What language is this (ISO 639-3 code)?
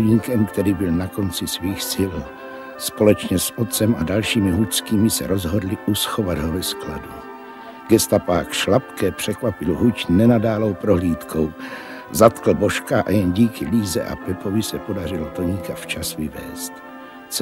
ces